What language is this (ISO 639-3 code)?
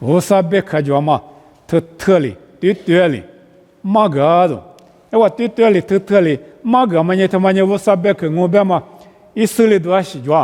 lis